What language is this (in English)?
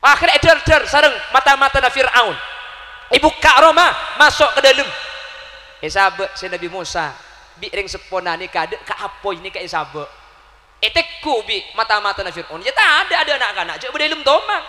Madurese